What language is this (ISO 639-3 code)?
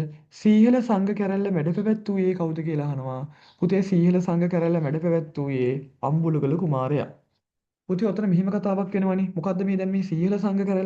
sin